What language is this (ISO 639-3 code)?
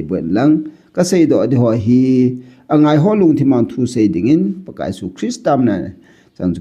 tcz